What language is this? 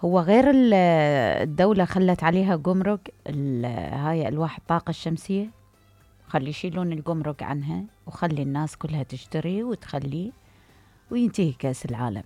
Mesopotamian Arabic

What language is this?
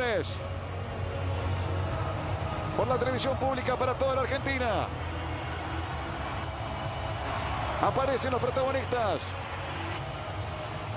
Spanish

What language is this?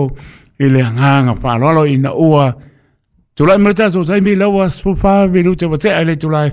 Samoan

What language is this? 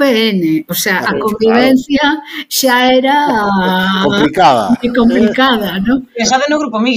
Galician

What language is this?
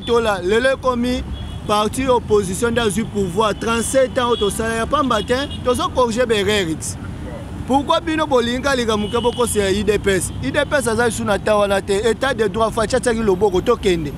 Lingala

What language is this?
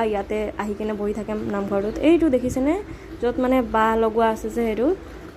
Assamese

